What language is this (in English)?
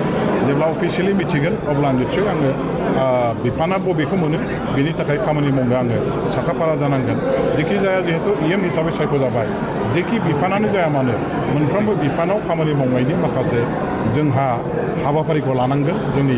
Bodo